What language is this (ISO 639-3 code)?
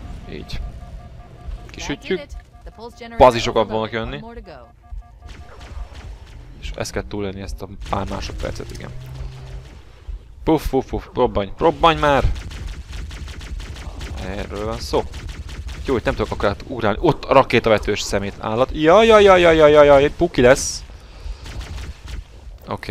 hun